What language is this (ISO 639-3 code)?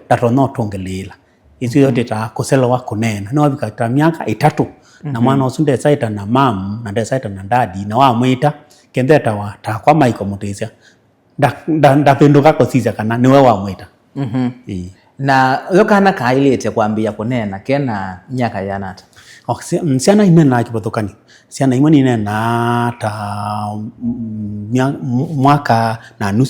kam